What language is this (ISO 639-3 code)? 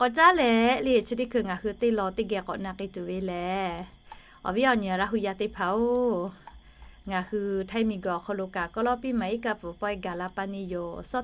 lhu